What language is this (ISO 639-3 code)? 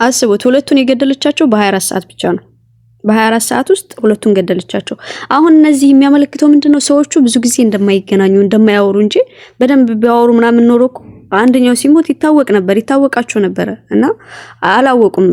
amh